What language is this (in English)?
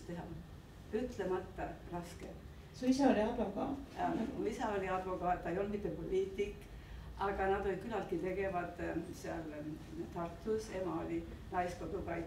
Estonian